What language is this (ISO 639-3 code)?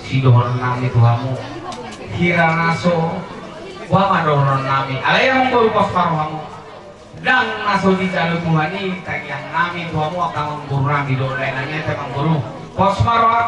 bbc